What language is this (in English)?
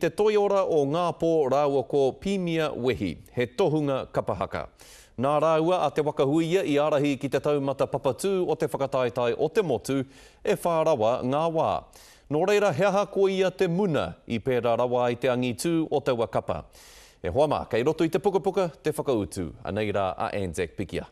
Māori